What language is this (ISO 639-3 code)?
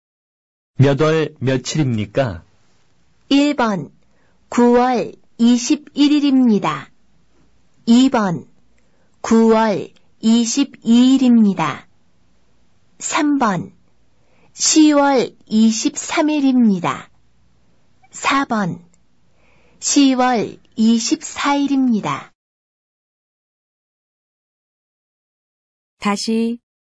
kor